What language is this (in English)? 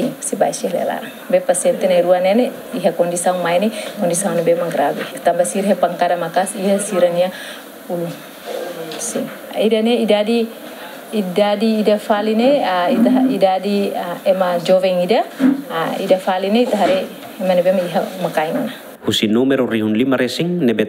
Tetum